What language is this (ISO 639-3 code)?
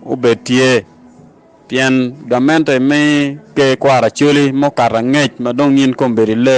ach